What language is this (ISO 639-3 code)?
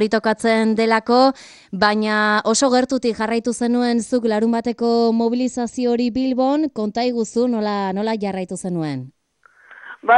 eus